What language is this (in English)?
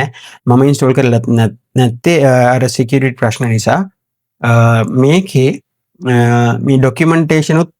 Sinhala